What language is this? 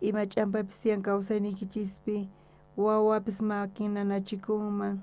South Bolivian Quechua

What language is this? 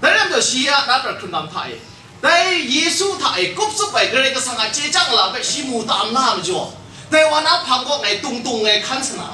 Kachin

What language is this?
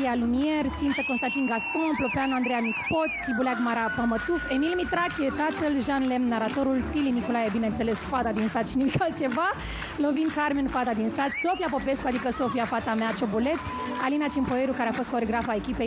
Romanian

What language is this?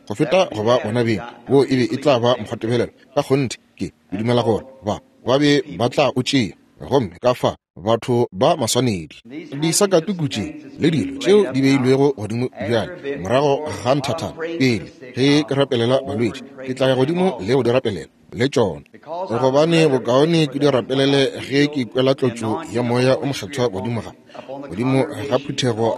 Northern Sotho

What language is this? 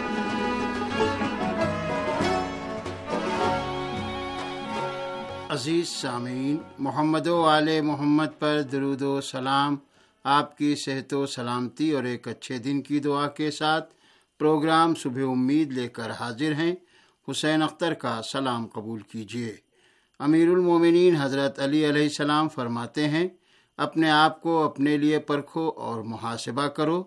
Urdu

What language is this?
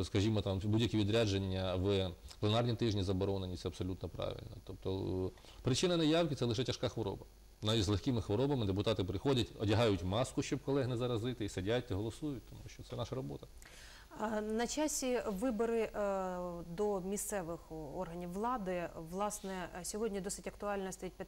Ukrainian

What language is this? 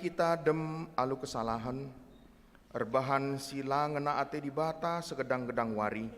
Batak Karo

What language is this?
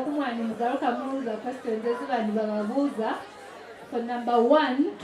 Nyankole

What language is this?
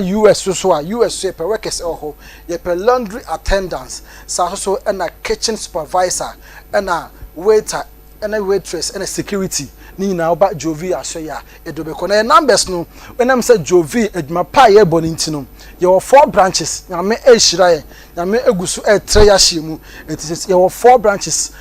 Akan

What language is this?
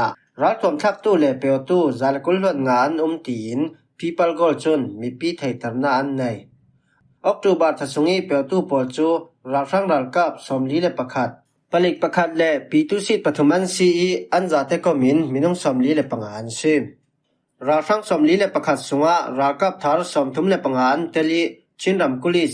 Falam Chin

